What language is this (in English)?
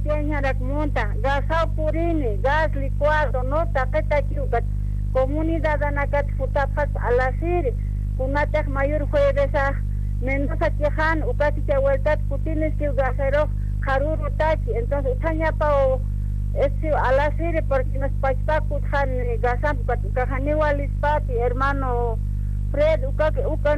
Aymara